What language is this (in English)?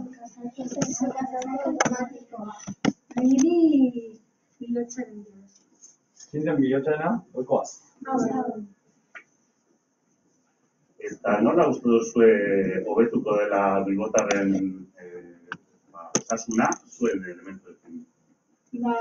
Basque